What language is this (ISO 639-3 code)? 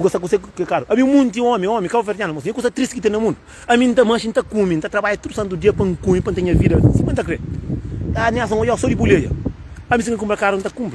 kea